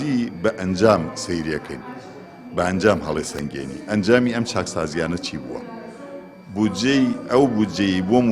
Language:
Central Kurdish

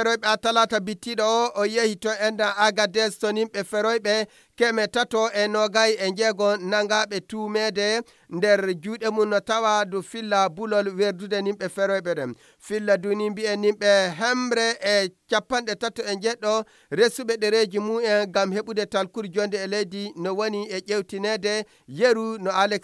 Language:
Fula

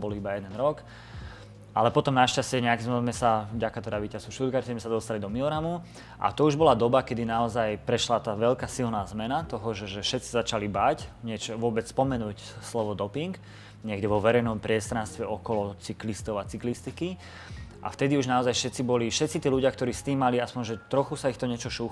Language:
Slovak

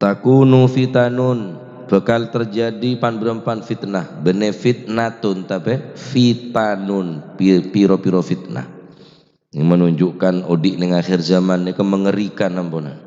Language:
Madurese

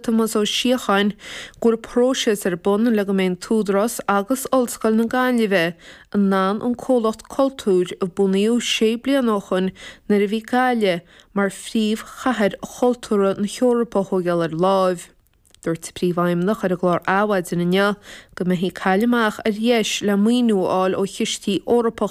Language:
Irish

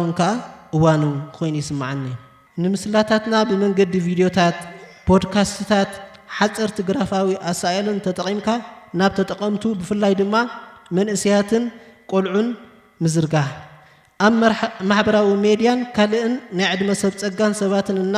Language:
Tigrinya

